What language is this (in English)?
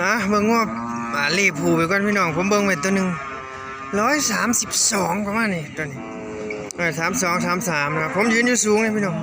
Northeastern Thai